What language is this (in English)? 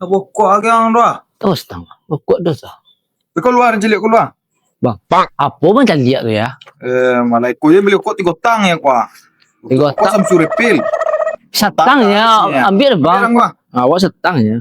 Minangkabau